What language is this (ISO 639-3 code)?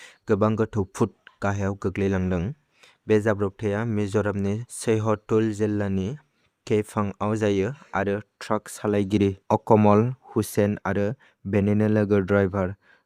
brx